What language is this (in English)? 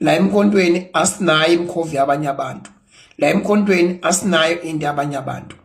Zulu